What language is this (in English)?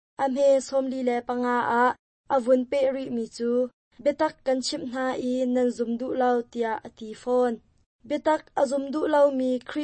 Hakha Chin